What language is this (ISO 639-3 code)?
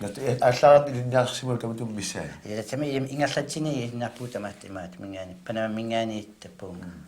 kal